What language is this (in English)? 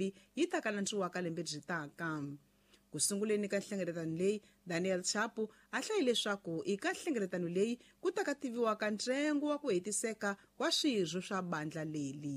Tsonga